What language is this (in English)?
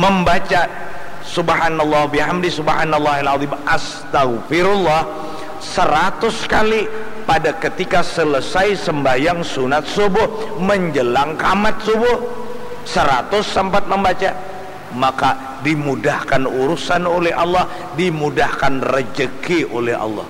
Banjar